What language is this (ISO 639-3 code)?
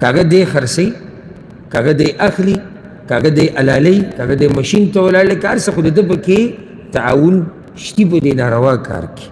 pus